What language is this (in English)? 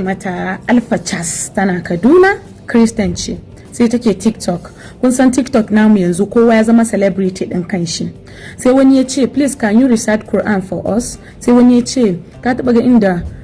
Hausa